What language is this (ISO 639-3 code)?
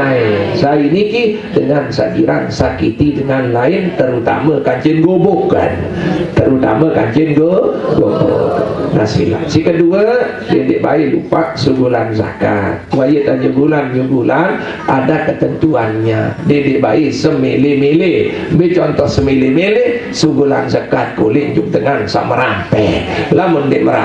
sas